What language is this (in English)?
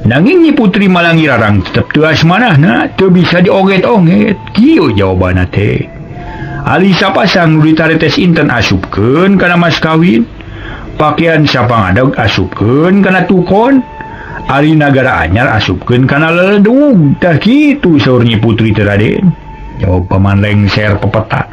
Sundanese